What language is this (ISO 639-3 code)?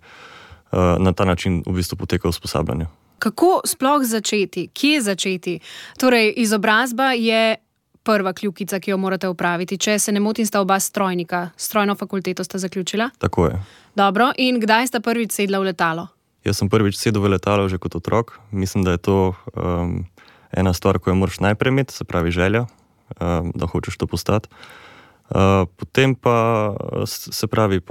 slv